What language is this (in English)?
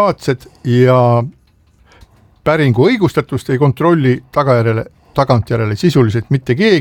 Estonian